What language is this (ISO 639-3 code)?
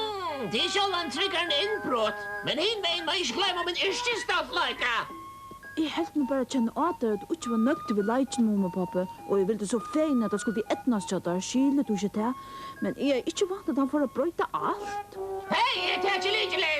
fao